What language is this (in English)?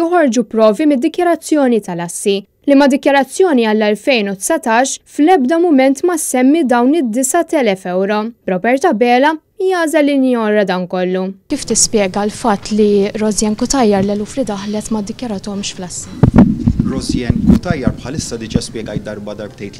Maltese